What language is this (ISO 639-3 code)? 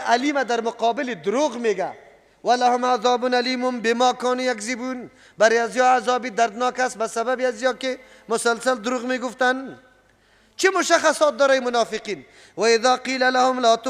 fas